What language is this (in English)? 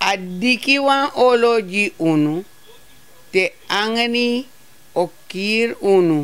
Sranan Tongo